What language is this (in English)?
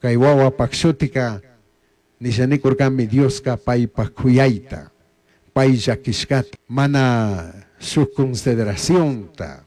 Chimborazo Highland Quichua